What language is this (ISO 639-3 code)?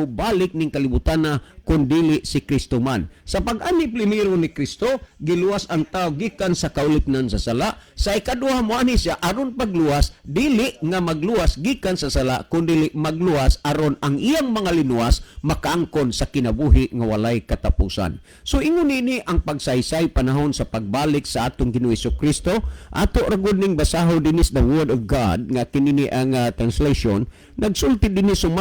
ceb